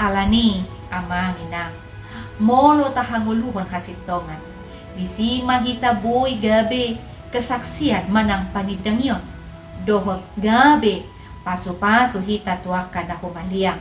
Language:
Batak Toba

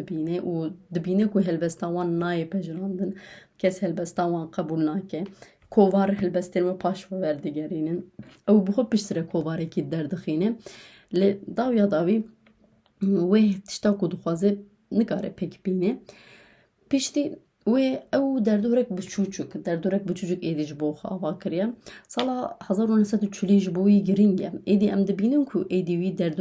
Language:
Kurdish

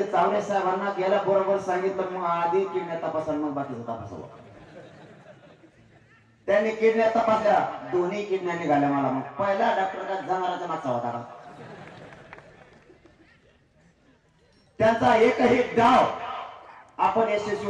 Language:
Marathi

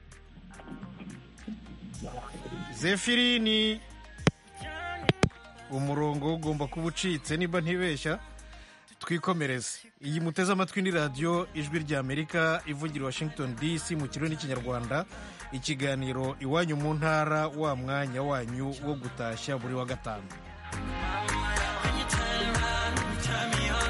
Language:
Kinyarwanda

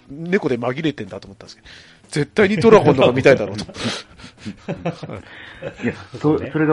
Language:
Japanese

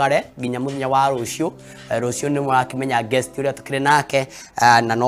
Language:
Kikuyu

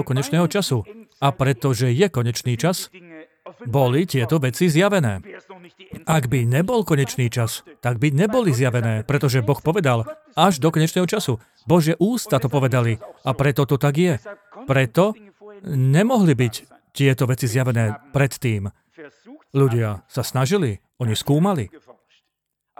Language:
Slovak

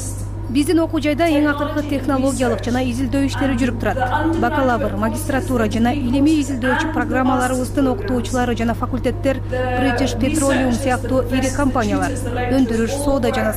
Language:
Kyrgyz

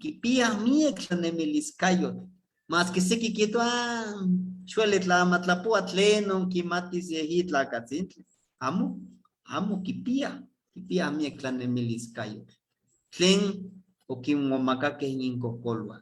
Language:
Eastern Huasteca Nahuatl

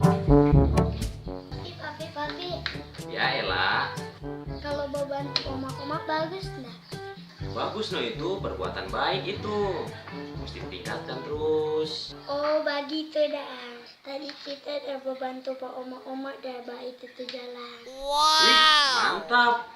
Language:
Manado Malay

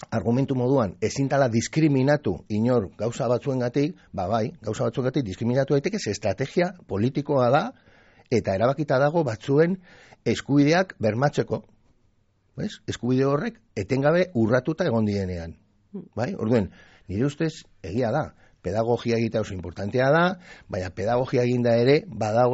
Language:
Basque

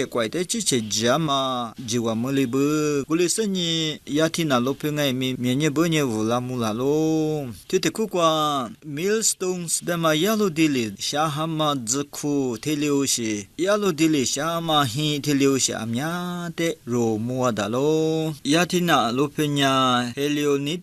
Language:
Lisu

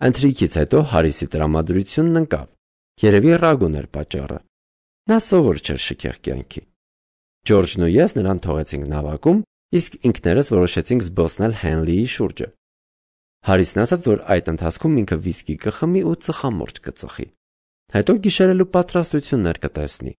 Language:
Armenian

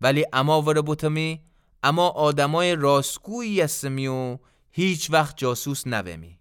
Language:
Gilaki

